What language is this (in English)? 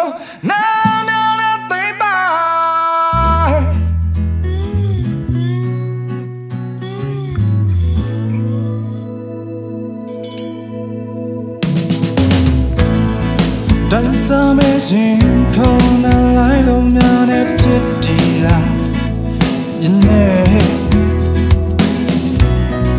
Burmese